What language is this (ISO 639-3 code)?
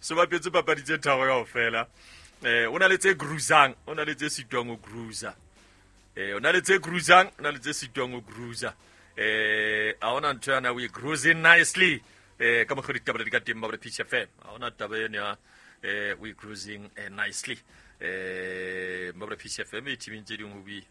sot